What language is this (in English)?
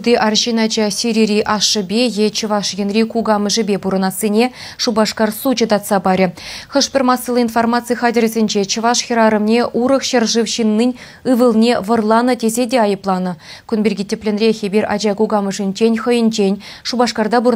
Chuvash